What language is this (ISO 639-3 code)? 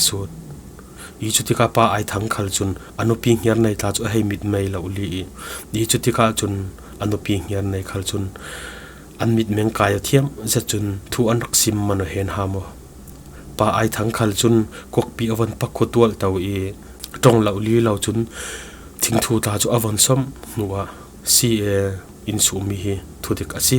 cfm